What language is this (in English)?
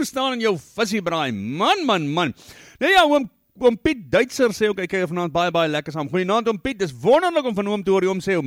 Afrikaans